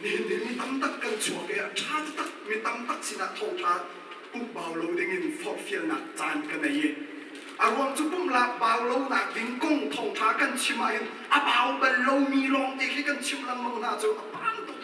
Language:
Hakha Chin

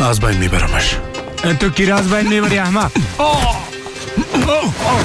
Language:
Persian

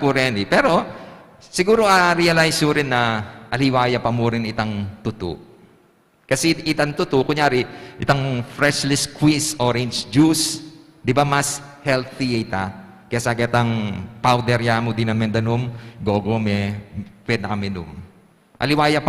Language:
Pampanga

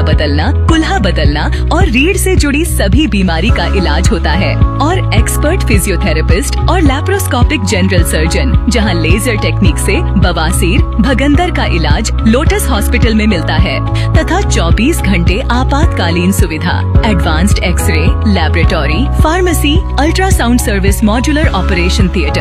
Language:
Hindi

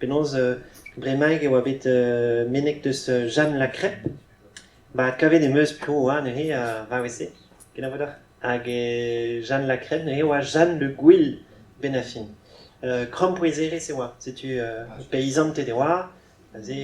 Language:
Breton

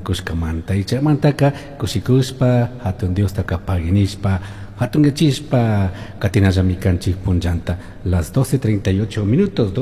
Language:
Chimborazo Highland Quichua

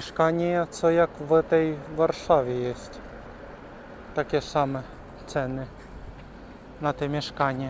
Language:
Polish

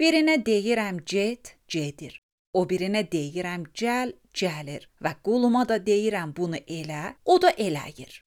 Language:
Azerbaijani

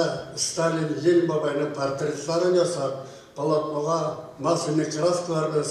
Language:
Bashkir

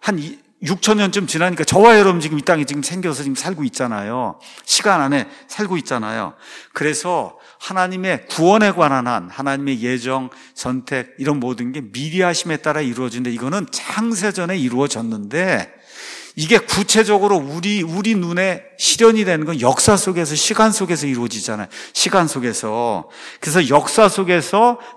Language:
Korean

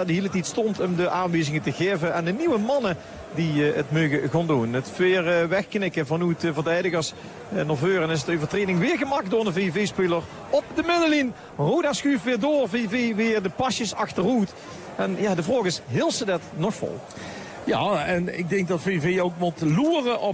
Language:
Dutch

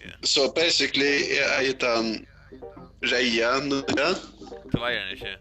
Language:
Faroese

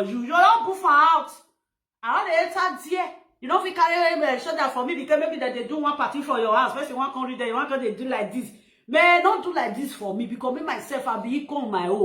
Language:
Nigerian Pidgin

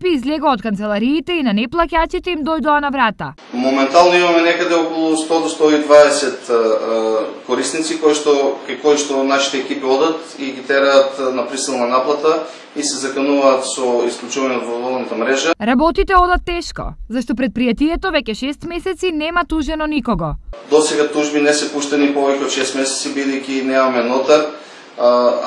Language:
Macedonian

